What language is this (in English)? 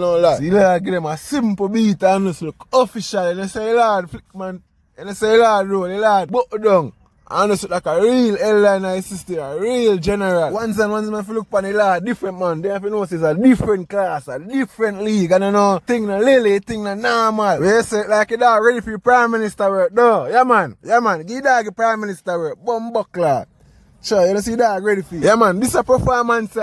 Jamaican Creole English